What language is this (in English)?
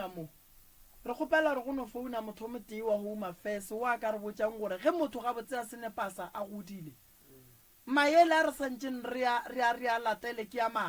Northern Sotho